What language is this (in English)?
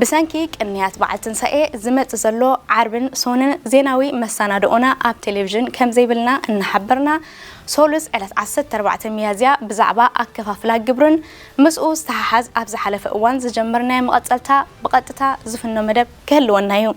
Tigrinya